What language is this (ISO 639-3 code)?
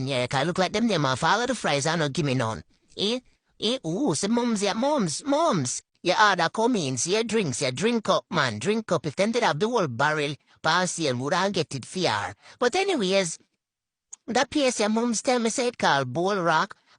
jam